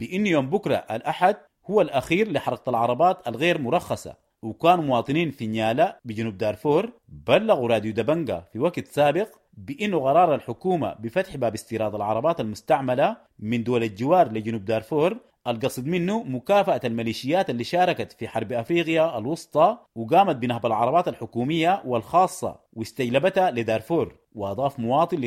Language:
Sudanese Arabic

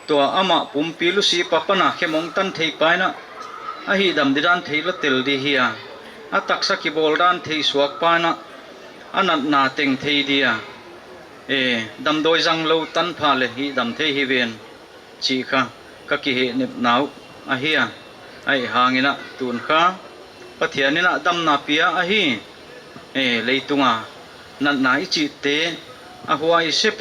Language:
Paite Chin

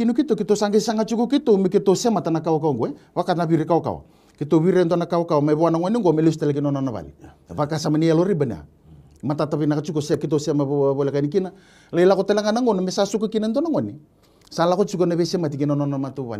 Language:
Fijian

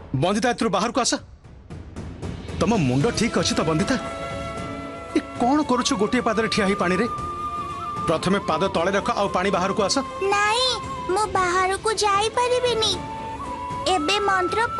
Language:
Odia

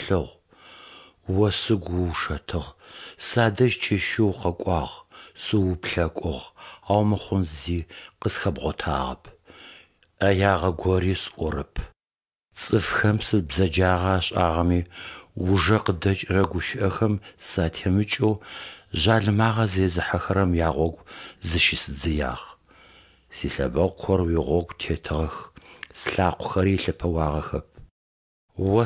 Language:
Adyghe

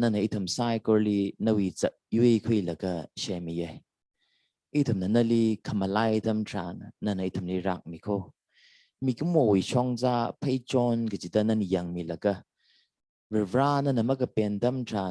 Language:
Tangkhul Naga (India)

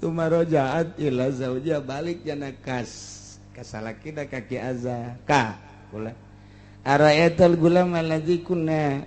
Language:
Sundanese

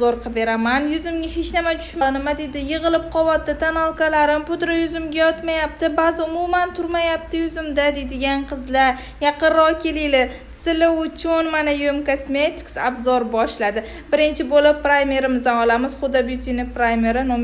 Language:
Uzbek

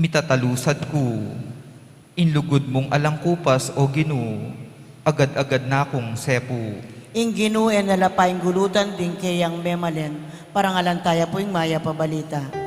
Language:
Pampanga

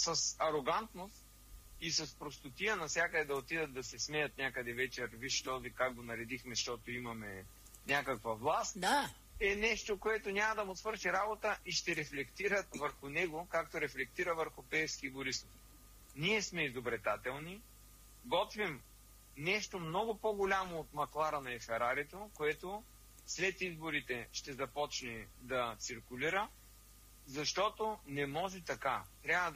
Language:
Bulgarian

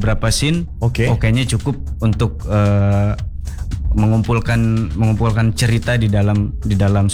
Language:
Indonesian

